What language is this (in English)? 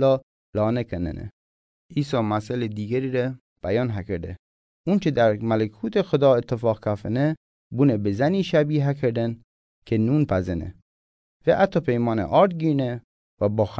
Mazanderani